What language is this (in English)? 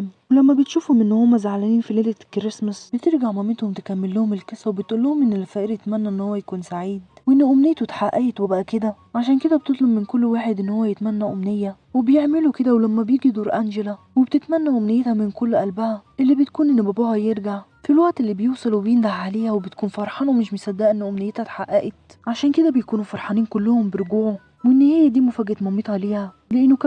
Egyptian Arabic